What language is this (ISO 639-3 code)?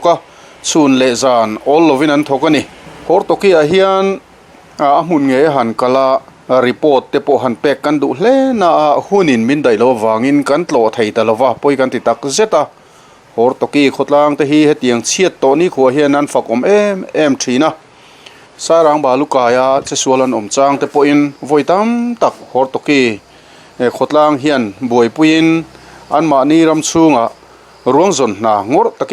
lus